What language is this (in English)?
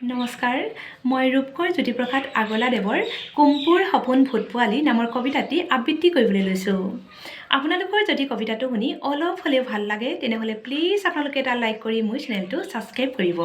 Assamese